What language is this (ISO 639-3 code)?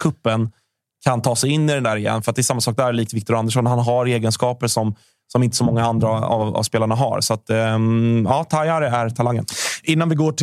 swe